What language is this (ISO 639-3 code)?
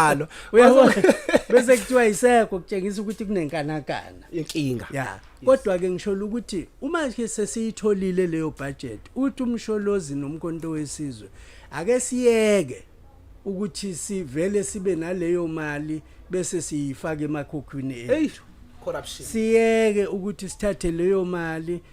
zul